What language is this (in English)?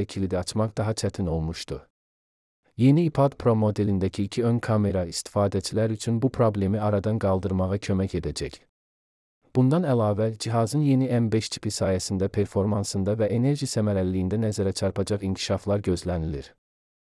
Azerbaijani